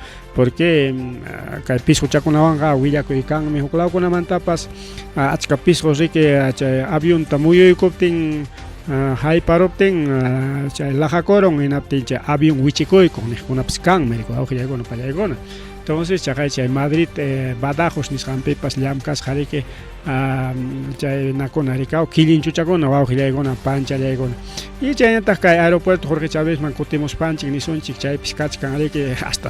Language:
Ayacucho Quechua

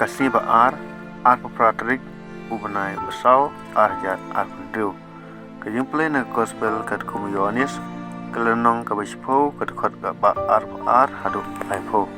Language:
Khasi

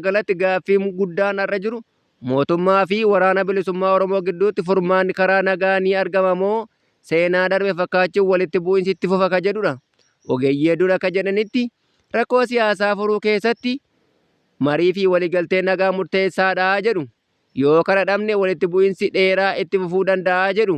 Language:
Oromo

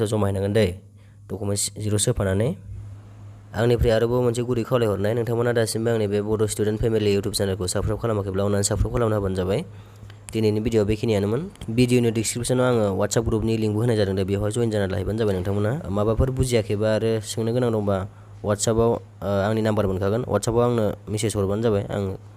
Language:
Bodo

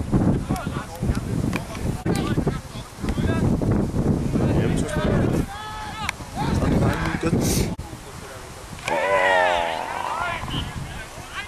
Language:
Danish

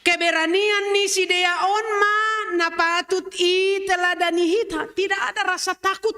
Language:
Batak Simalungun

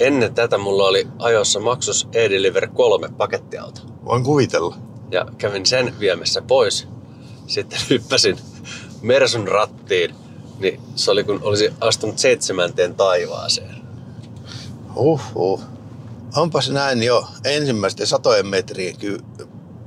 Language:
Finnish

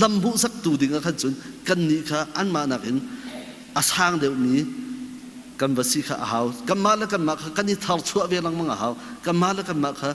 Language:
Hakha Chin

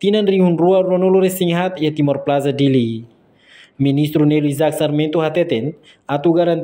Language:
Tetum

